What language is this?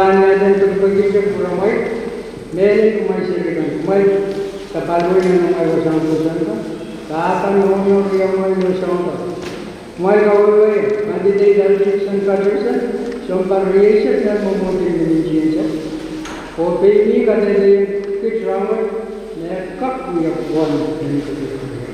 Pohnpeian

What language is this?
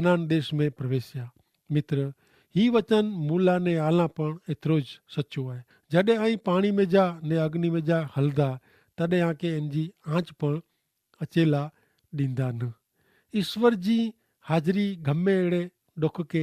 Kachhi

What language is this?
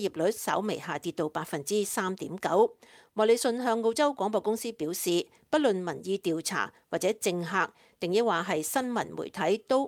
Cantonese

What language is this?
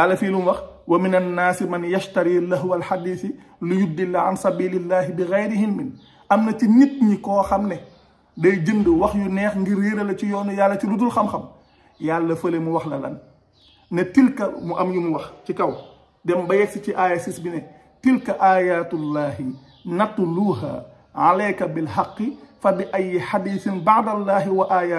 Wolof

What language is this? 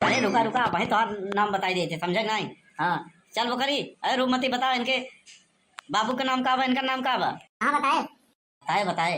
Awadhi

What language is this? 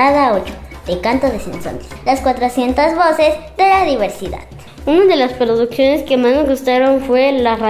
Spanish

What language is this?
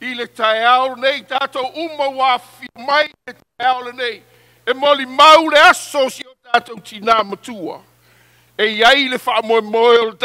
Samoan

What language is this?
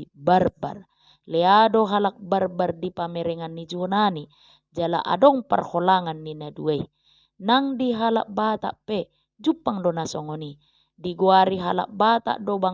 Batak Toba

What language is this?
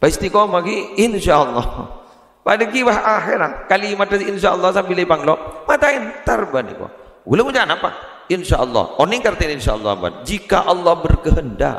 Madurese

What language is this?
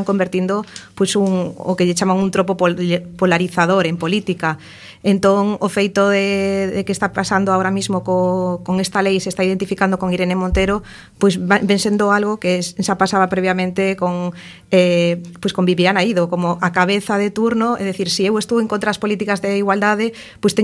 Galician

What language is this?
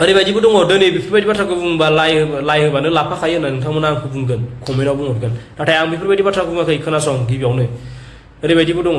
Bodo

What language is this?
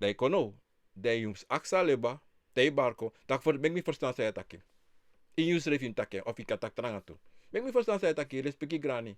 Sranan Tongo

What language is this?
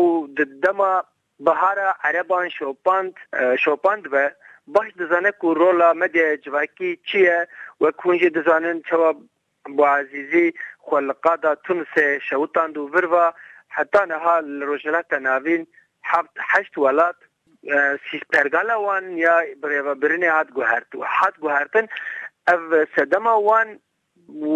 Kurdish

